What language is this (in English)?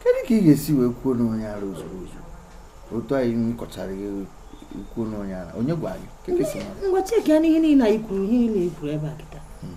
Igbo